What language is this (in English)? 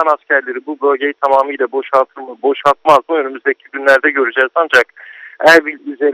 Turkish